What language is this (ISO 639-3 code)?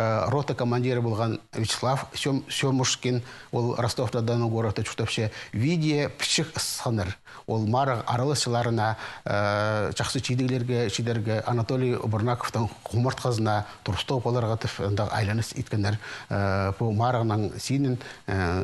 kjh